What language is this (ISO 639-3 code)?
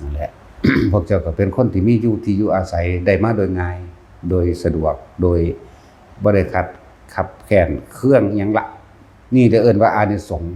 tts